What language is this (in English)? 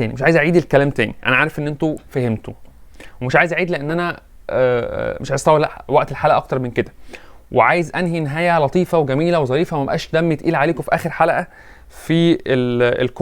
Egyptian Arabic